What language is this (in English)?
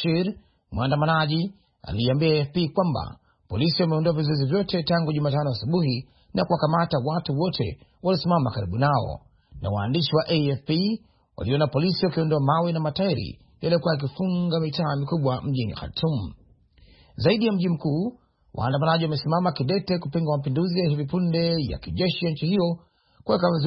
Swahili